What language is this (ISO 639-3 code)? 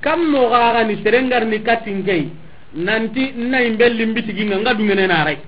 snk